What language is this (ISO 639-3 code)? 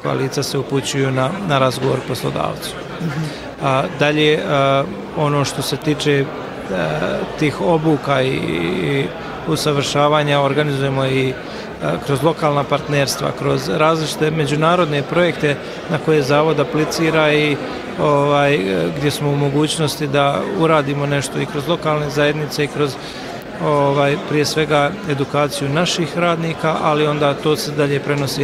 bos